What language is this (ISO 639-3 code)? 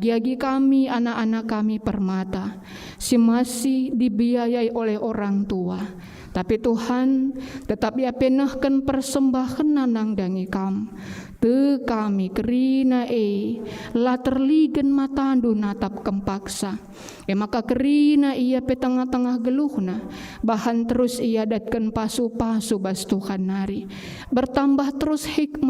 btx